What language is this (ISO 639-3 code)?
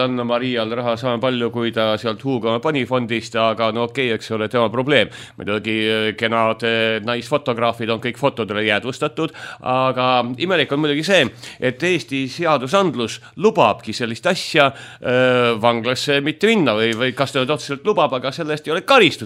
est